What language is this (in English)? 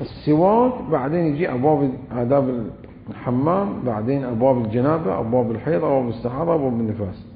Mesopotamian Arabic